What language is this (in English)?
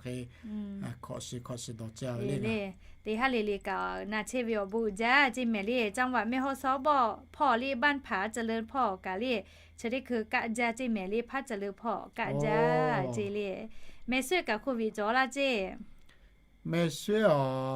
Lahu